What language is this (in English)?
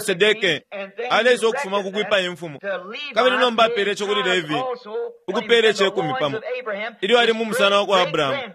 Bemba